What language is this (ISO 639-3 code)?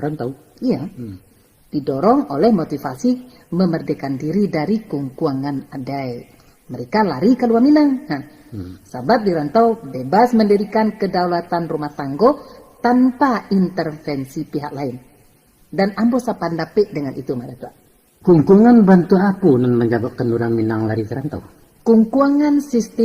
min